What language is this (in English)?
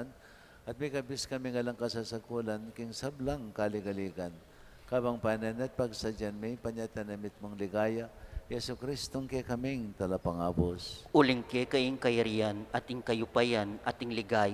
Pampanga